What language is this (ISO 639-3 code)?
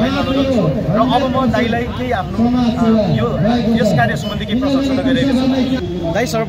nep